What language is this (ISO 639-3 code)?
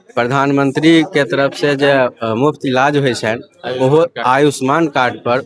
mai